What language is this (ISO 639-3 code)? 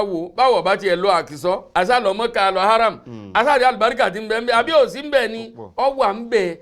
yor